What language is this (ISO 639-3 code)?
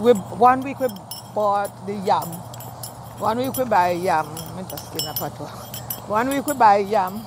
jam